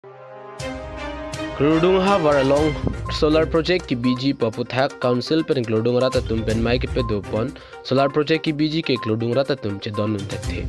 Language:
Karbi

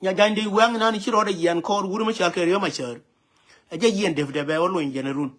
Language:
Nuer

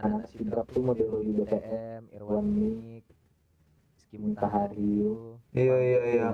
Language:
Minangkabau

